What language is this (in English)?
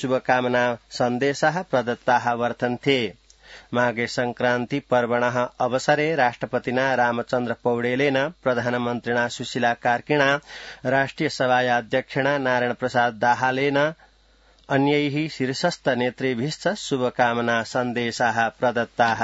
Sanskrit